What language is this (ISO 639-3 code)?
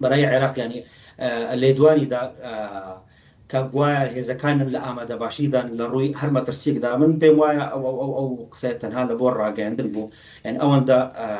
ckb